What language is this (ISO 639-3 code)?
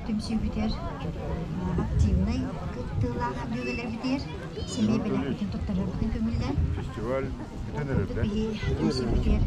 sah